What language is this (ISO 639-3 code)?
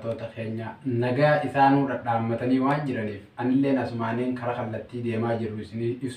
orm